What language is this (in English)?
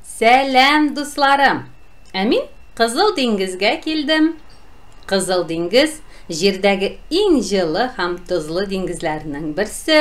Tatar